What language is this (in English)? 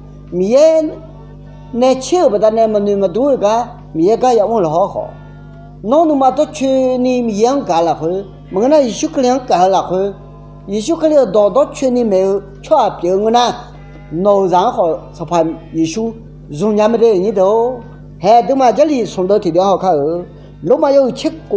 Akha